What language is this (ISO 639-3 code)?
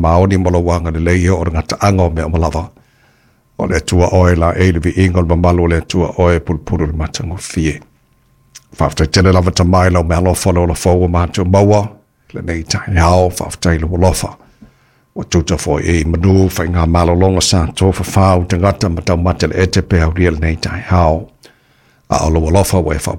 smo